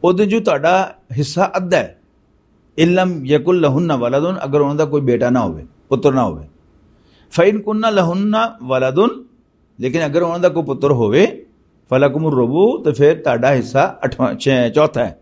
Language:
Western Panjabi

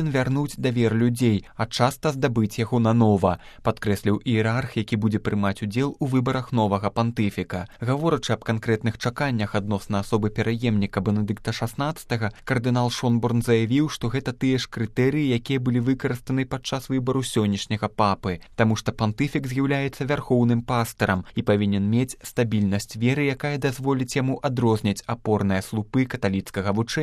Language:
Belarusian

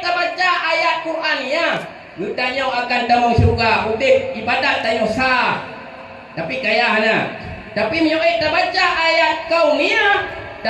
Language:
Achinese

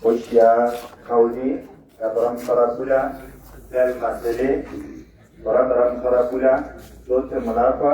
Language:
Tswana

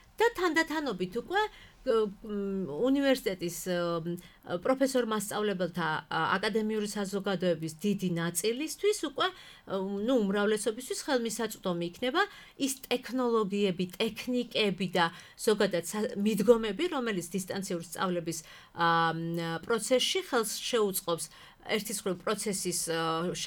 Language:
Georgian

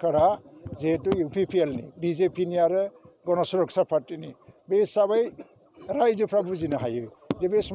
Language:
Bodo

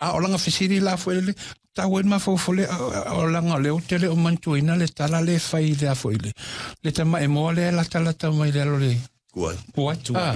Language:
Samoan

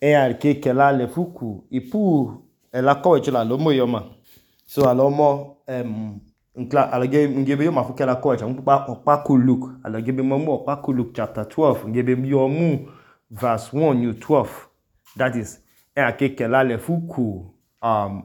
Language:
Idoma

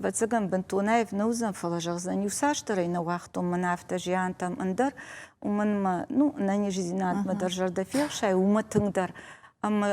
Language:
Ossetic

